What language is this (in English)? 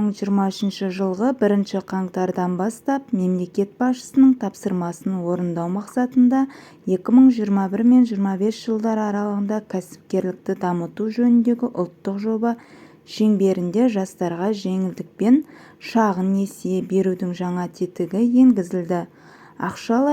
Kazakh